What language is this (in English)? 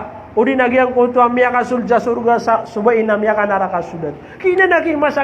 Maranao